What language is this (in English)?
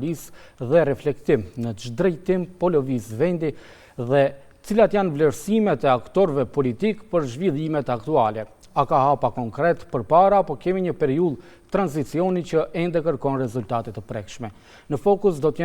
Albanian